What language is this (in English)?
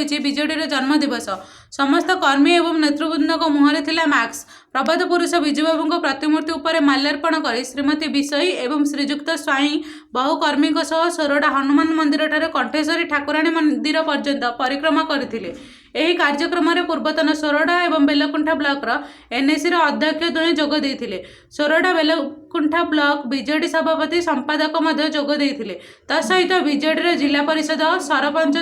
Odia